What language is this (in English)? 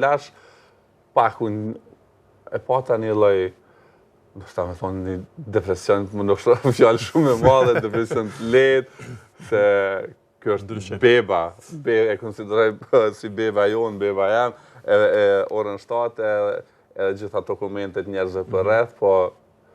Albanian